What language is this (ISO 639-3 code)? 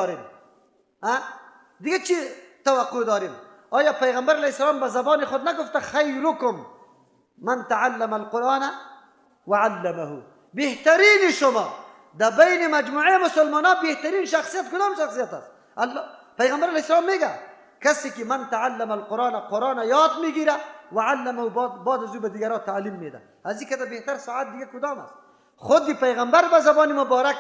fas